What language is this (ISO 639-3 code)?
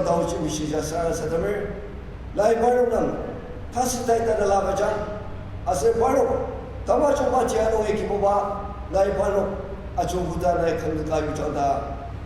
njo